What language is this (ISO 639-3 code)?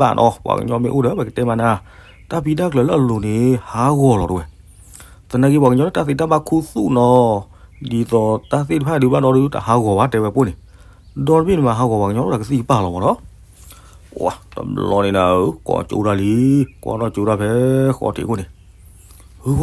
ksw